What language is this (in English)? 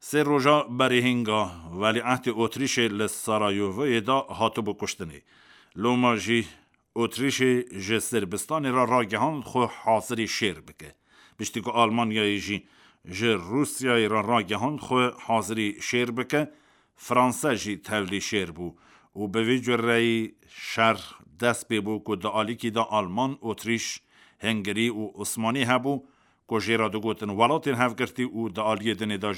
Kurdish